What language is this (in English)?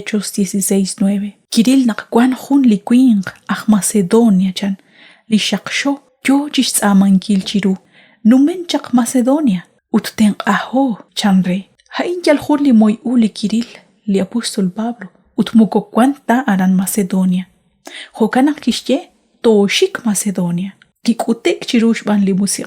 Kekchí